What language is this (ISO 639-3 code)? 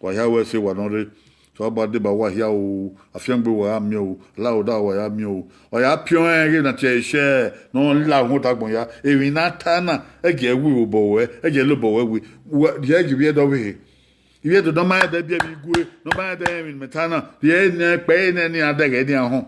bin